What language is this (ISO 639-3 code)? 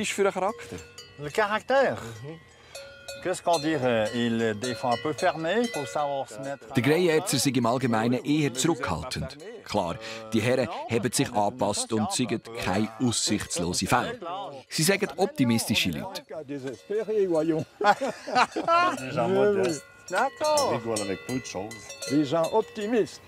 gsw